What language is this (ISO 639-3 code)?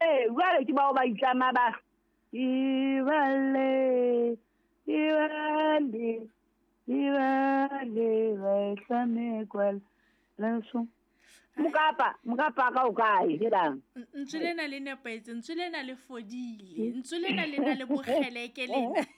sot